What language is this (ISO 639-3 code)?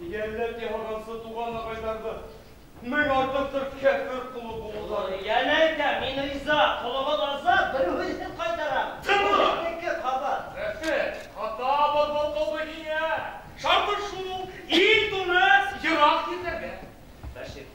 bak